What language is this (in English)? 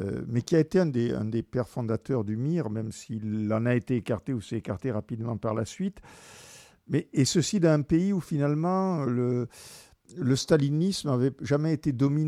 French